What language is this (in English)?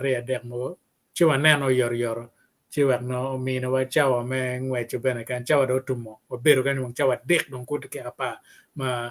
Acoli